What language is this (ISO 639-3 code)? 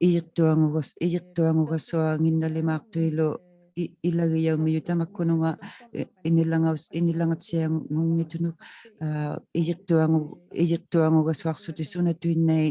iku